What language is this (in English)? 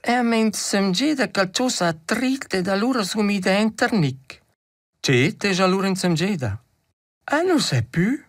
Romansh